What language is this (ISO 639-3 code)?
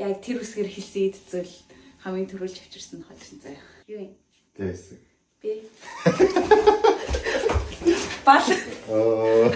mon